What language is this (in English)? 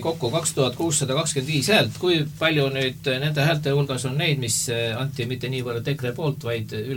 Estonian